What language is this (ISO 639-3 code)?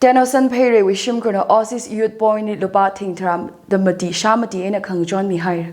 nmf